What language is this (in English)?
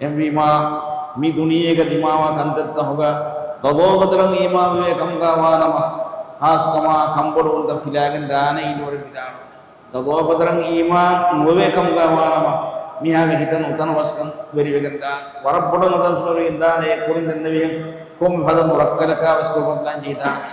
Divehi